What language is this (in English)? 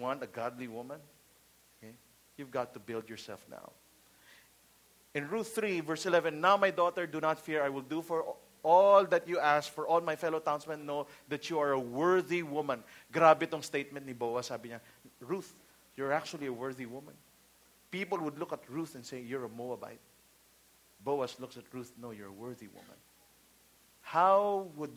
Filipino